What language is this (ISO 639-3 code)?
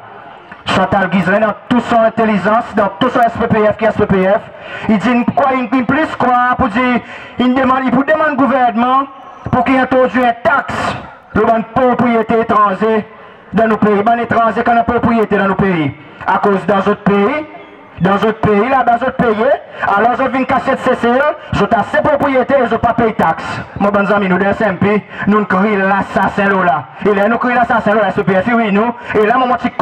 crs